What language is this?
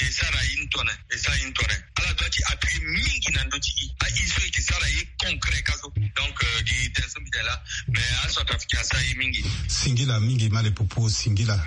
Sango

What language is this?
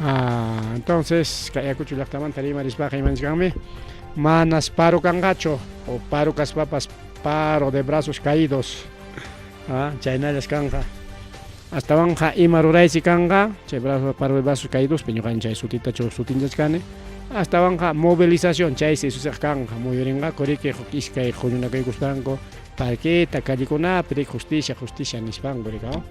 Ayacucho Quechua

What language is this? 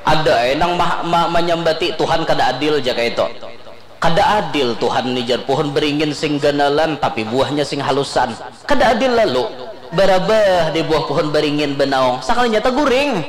Banjar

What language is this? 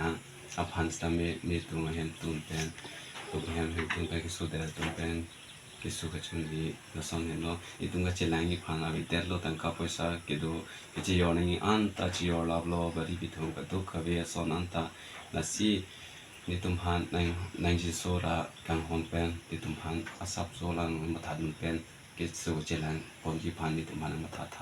Karbi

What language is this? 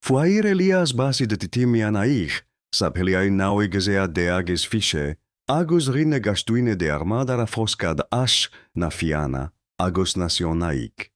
Irish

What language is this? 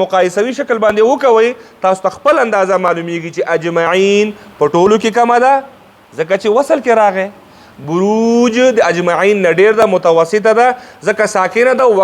Pashto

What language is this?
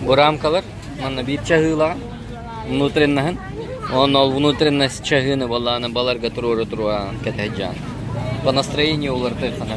Yakut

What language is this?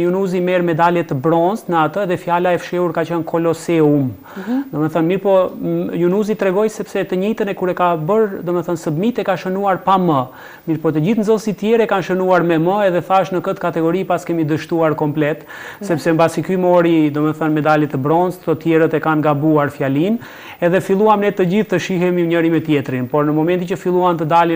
Albanian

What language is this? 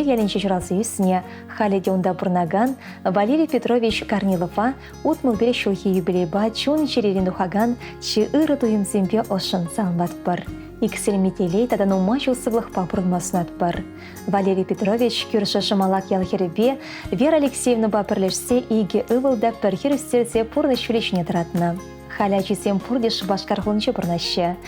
Chuvash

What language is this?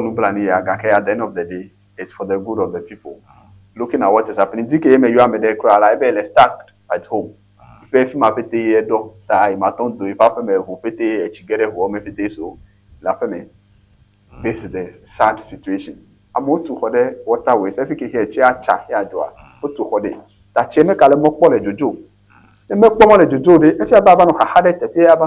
Ewe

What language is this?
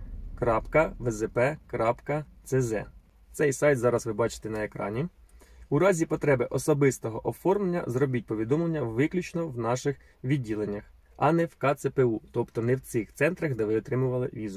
Ukrainian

